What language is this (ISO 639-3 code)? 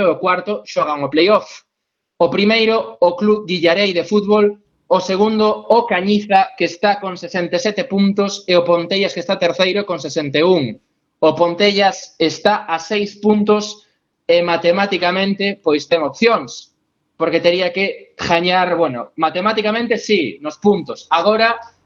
glg